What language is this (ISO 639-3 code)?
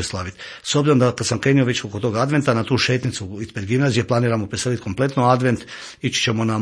hrv